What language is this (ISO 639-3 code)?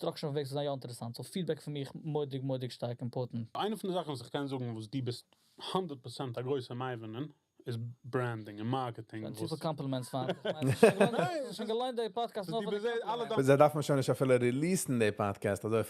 yid